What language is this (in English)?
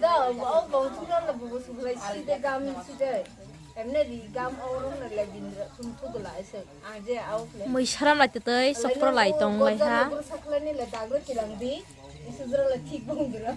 Kok Borok